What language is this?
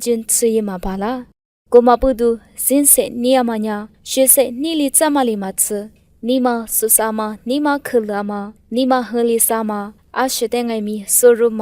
Lisu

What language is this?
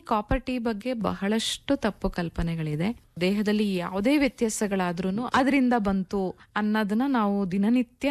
Kannada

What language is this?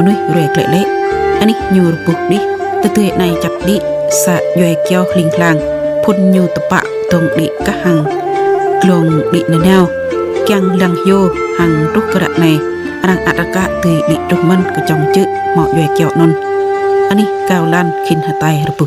Jarai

